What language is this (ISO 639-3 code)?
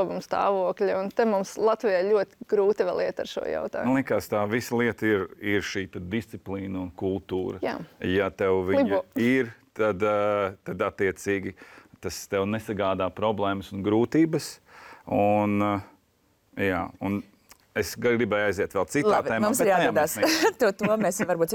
lav